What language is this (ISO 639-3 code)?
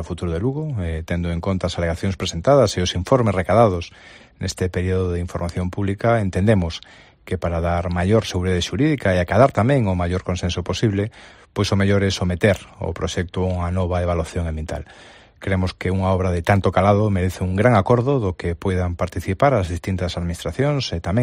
glg